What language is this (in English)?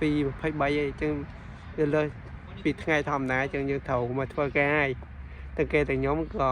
Khmer